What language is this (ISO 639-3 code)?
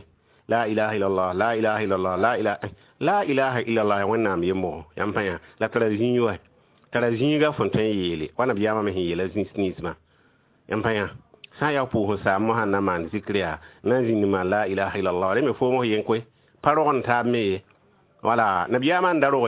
mos